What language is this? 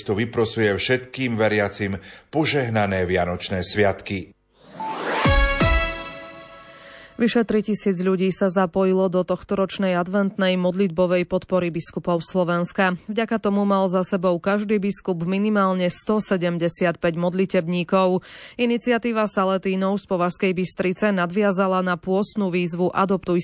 Slovak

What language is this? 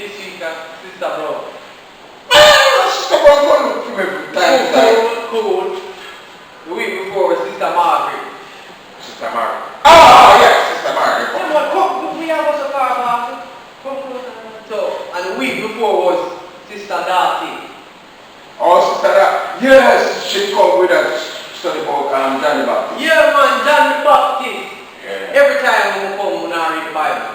Jamaican Creole English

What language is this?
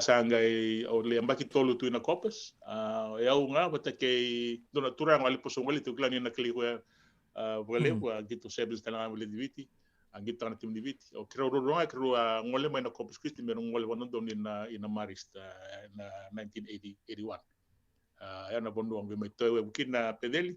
Fijian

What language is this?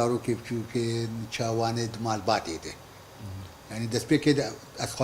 Kurdish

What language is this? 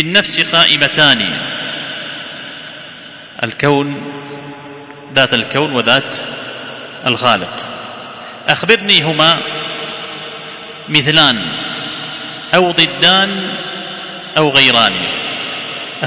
Arabic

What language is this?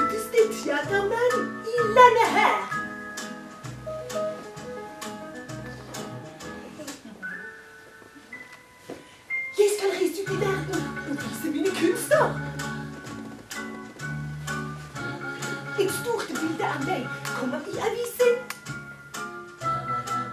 Norwegian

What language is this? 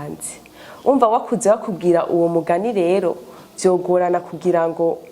Rundi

